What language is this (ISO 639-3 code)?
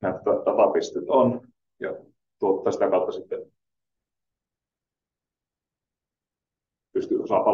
fin